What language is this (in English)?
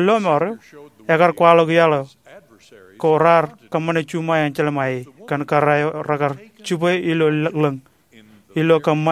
Marshallese